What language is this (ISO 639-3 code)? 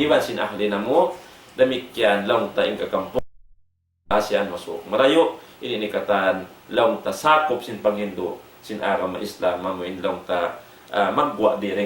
tsg